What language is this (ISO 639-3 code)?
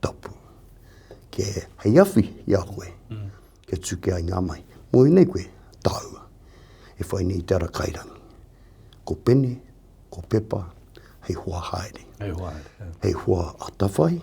mri